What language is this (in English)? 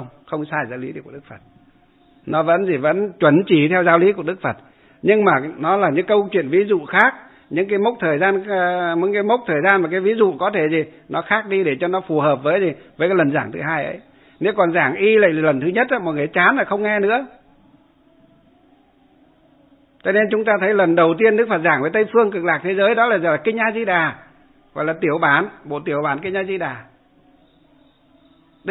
Vietnamese